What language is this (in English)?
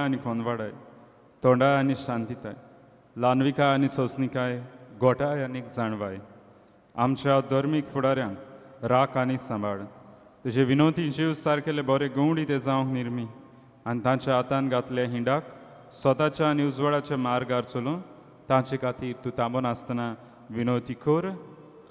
Konkani